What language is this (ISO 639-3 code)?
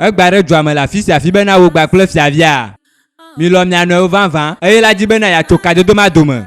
ewe